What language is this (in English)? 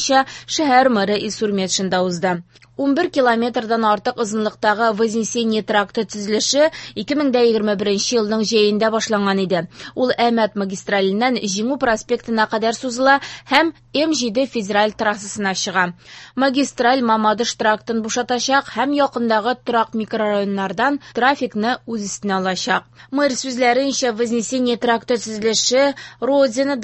Tatar